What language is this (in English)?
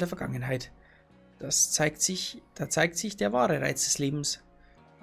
Bavarian